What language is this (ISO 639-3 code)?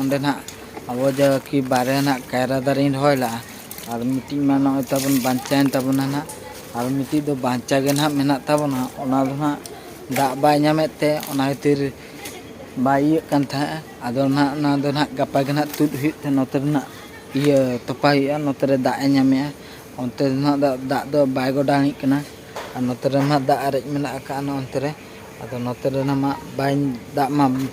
sat